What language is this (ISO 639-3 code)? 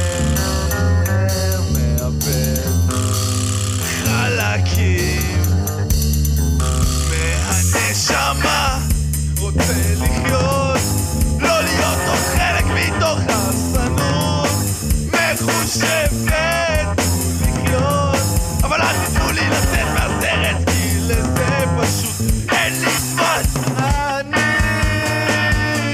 heb